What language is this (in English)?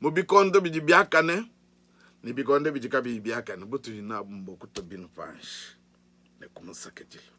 Luba-Lulua